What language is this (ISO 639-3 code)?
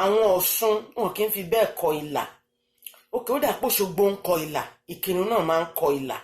yor